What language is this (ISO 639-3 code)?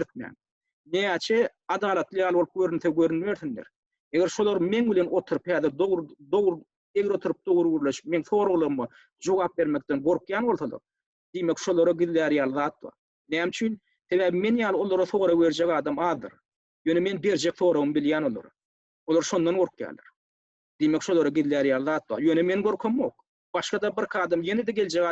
tuk